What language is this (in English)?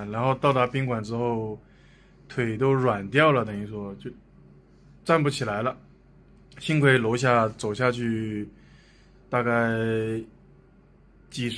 Chinese